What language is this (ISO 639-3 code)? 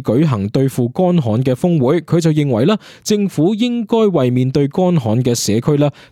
yue